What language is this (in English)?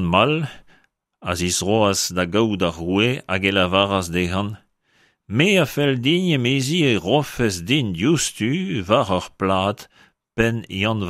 Breton